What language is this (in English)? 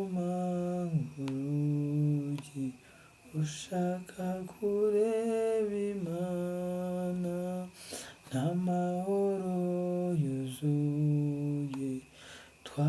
Kinyarwanda